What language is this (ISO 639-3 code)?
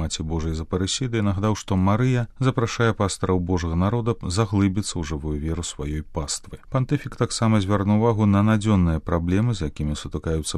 bel